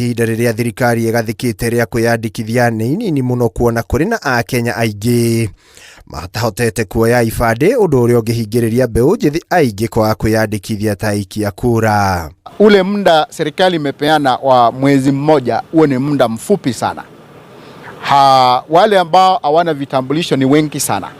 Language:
Kikuyu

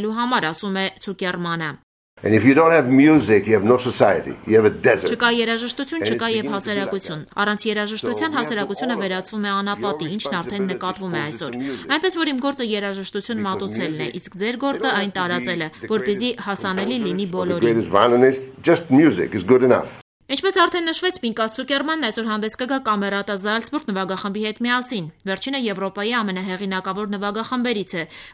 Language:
Armenian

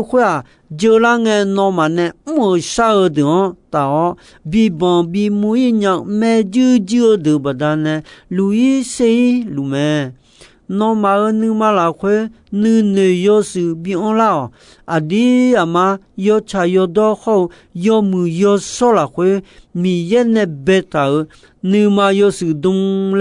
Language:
Akha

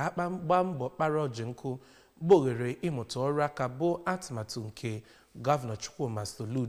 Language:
Igbo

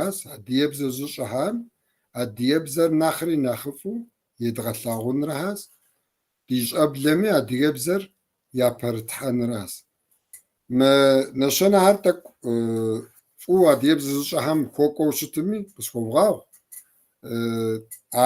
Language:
Kabardian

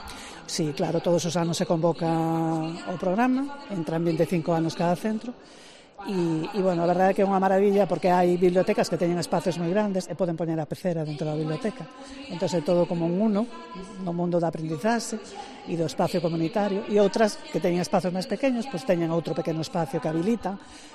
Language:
Galician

